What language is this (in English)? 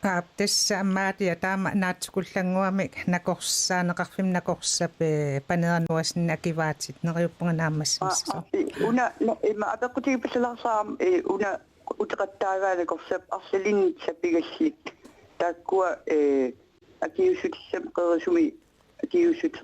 Kalaallisut